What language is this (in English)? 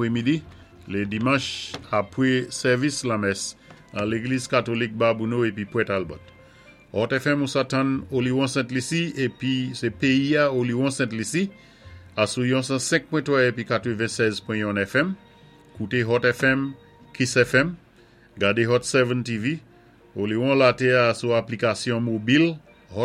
Saint Lucian Creole French